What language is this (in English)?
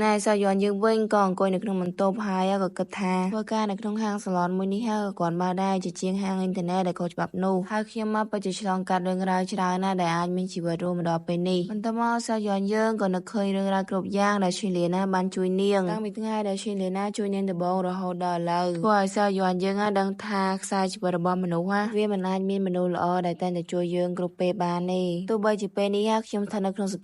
Khmer